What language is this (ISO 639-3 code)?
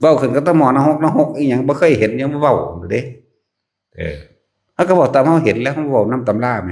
tts